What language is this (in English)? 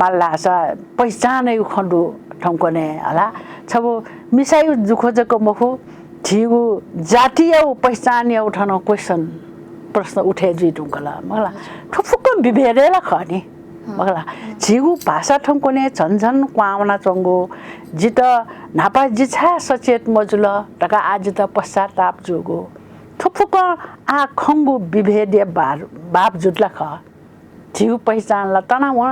Newari